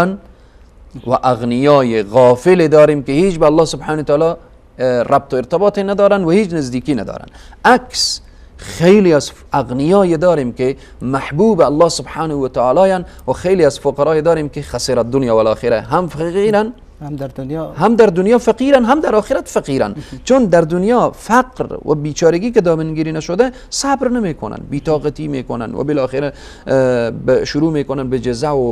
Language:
Persian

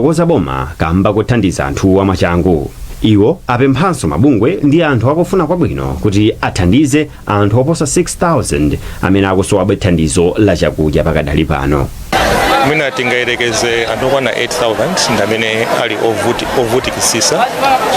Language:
Nyanja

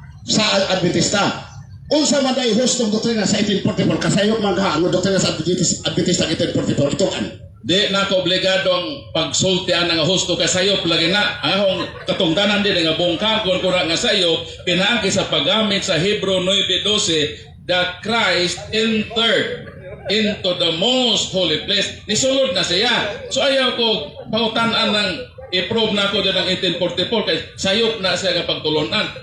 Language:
Cebuano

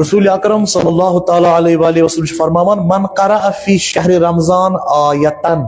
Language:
Kashmiri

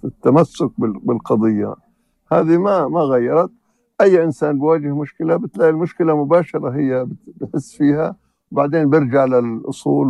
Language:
North Levantine Arabic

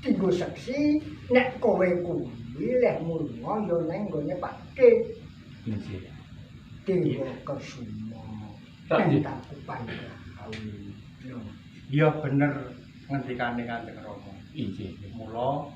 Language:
Javanese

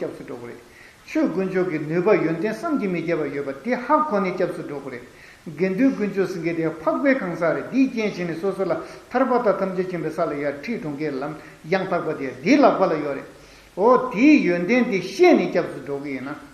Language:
Tibetan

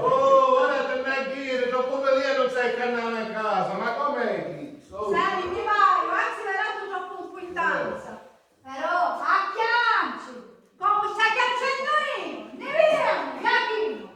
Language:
Sicilian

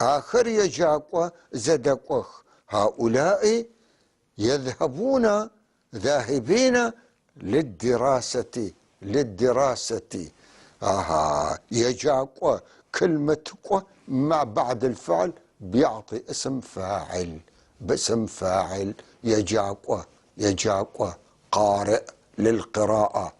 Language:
North Levantine Arabic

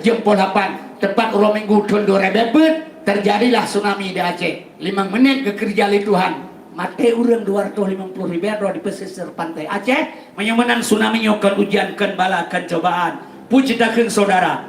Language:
Achinese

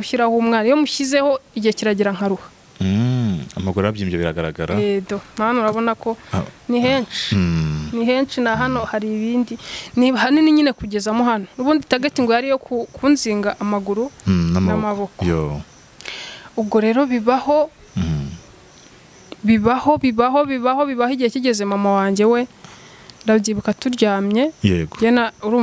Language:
Kinyarwanda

